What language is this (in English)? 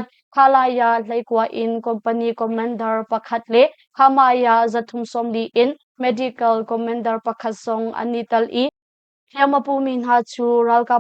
Hakha Chin